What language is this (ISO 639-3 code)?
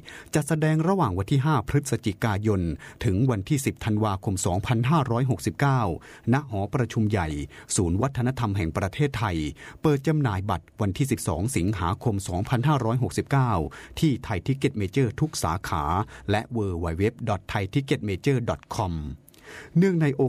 tha